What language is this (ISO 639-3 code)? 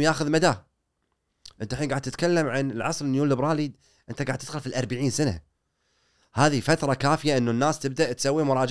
afb